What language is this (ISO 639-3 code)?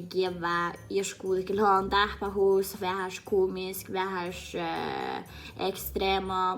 sme